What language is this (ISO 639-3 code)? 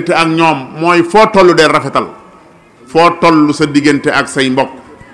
wol